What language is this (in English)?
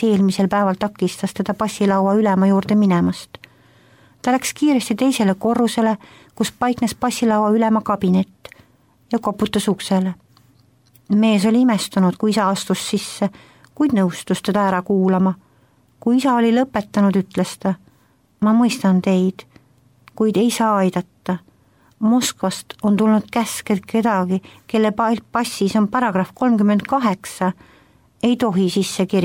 Estonian